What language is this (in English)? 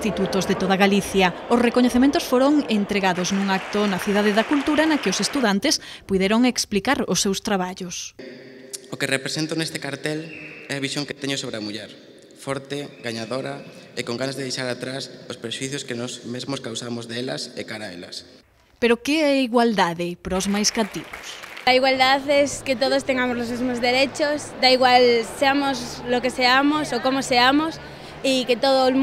Galician